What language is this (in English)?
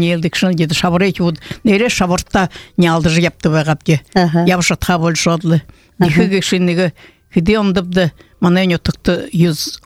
Buriat